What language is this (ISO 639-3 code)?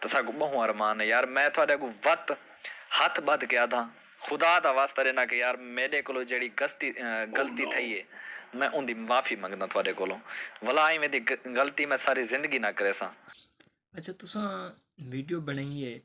skr